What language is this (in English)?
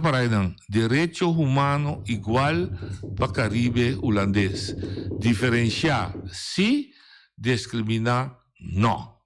Papiamento